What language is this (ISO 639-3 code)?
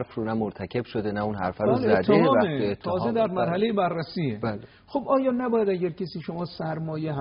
fas